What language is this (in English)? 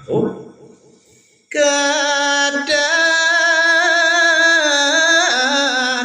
Balinese